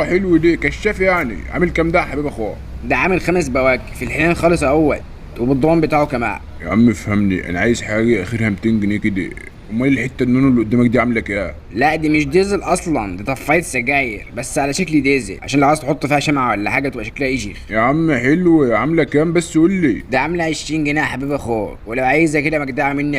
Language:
Egyptian Arabic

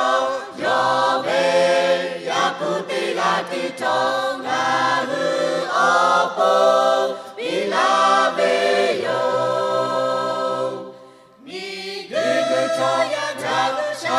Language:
Lahu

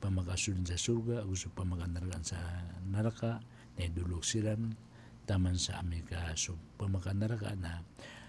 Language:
Maranao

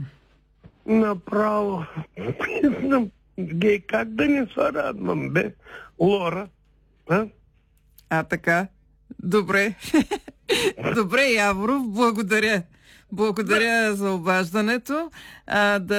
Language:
Bulgarian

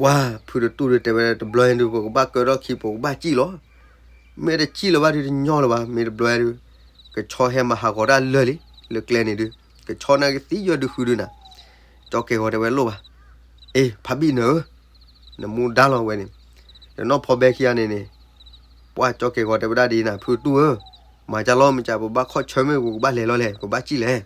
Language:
S'gaw Karen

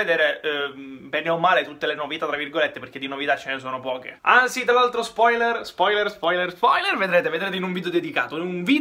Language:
Italian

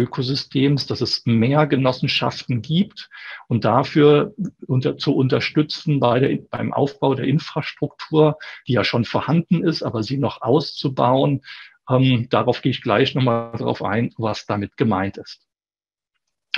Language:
German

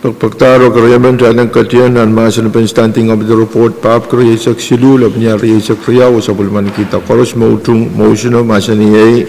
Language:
Pohnpeian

